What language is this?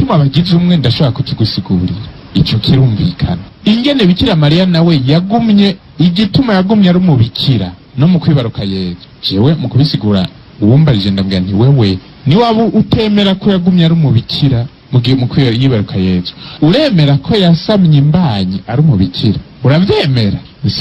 Rundi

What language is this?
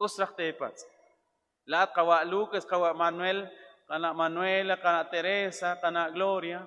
Kekchí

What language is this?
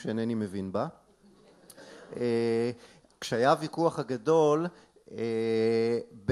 Hebrew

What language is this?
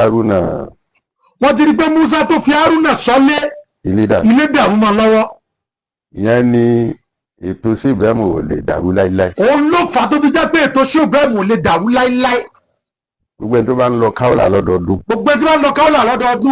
Yoruba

